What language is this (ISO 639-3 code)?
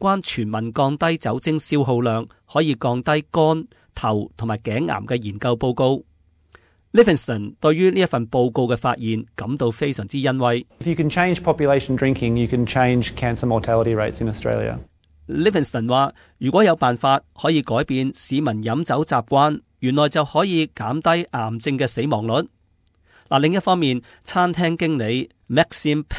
yue